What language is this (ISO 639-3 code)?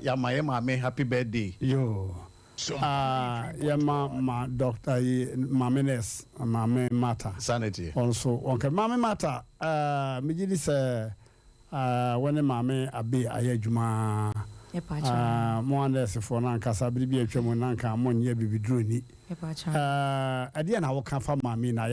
aka